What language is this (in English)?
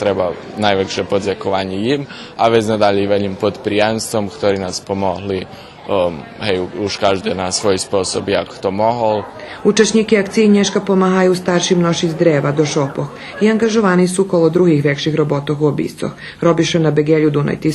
Rusyn